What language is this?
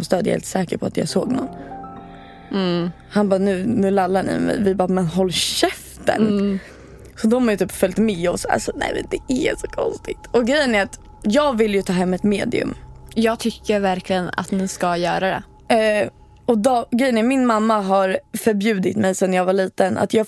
Swedish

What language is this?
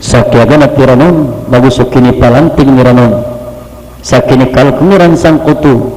Maranao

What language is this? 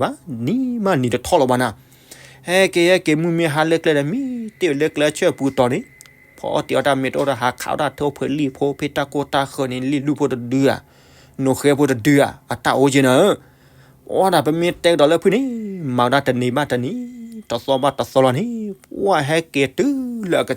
S'gaw Karen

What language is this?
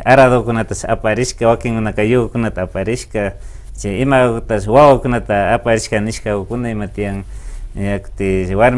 Imbabura Highland Quichua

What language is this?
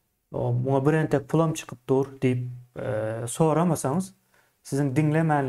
Turkmen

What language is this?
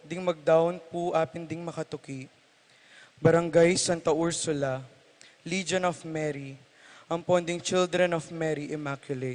Pampanga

